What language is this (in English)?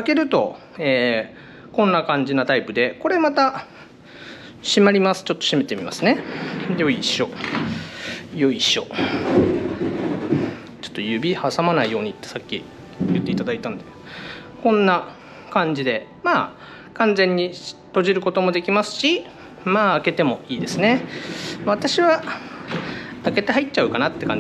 Japanese